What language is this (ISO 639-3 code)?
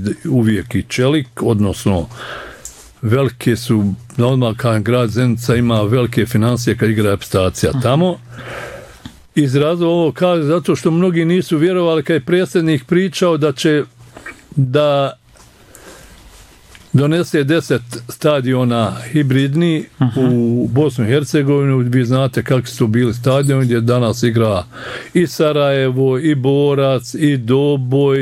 bos